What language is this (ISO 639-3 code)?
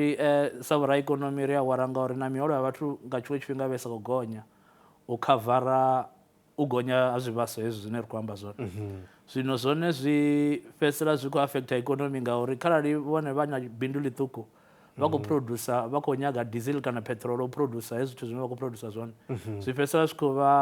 ven